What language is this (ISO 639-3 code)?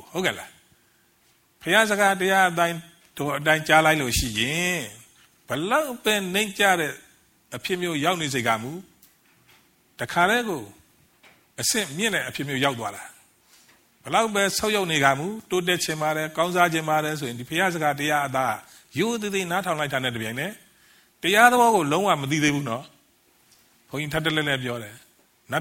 mya